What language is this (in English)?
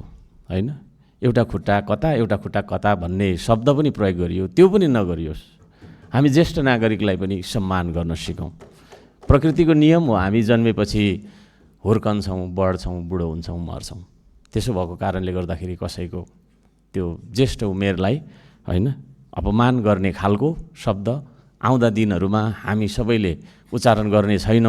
Nepali